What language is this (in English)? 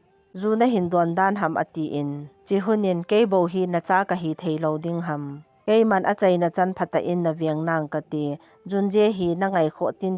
Thado Chin